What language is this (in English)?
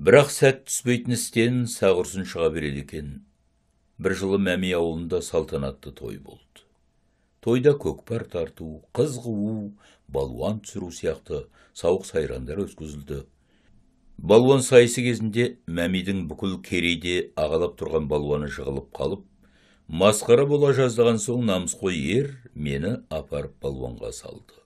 Kazakh